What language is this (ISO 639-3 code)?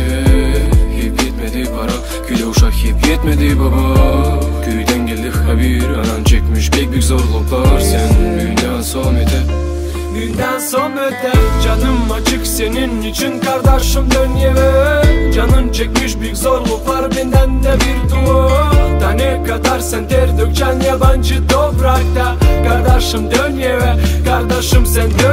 gag